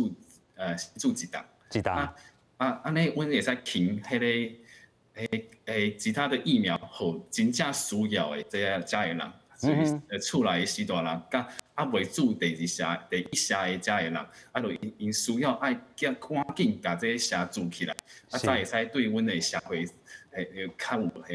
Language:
Min Nan Chinese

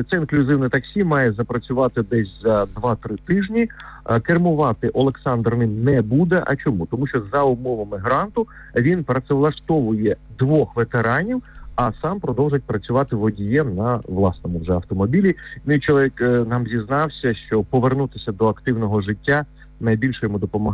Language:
Ukrainian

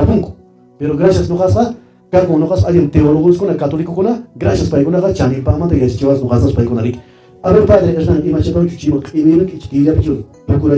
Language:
Quechua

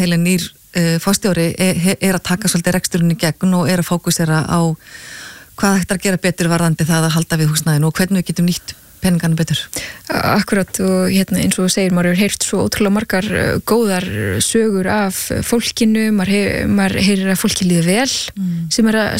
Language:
Icelandic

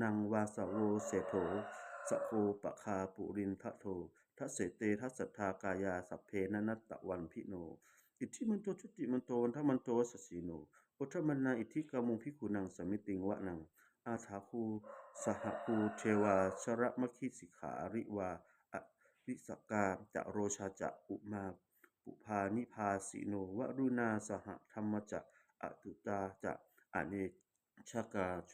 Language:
Pali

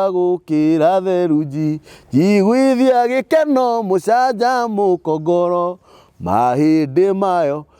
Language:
Kikuyu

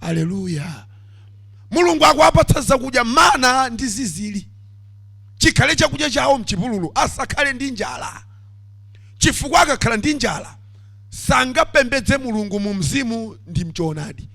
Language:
Nyanja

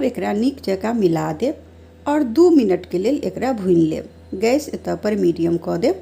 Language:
Maithili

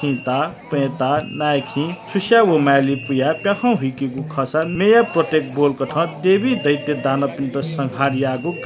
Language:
Newari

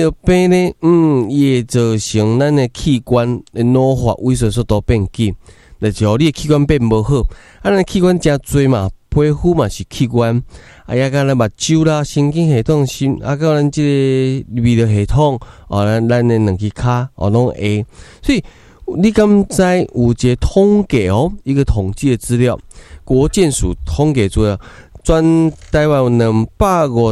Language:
Min Nan Chinese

